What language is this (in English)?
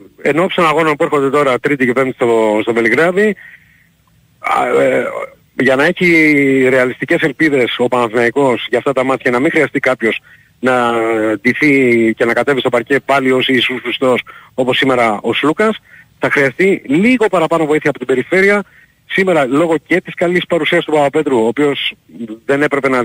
Greek